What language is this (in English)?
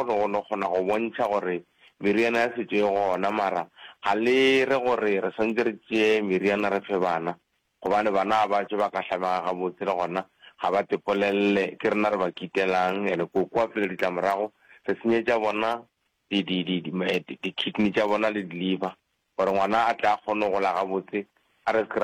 Northern Sotho